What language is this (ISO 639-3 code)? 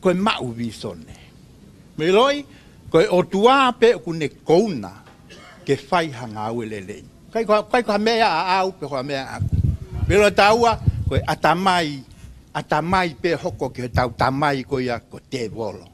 ton